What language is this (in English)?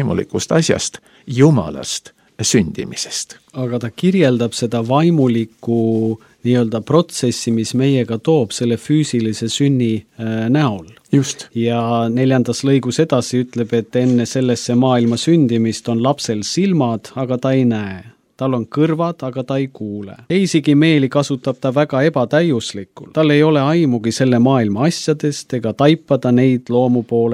Estonian